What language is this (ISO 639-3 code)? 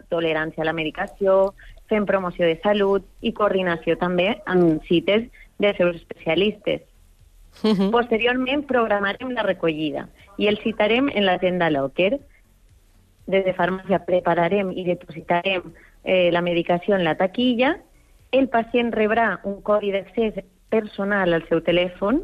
cat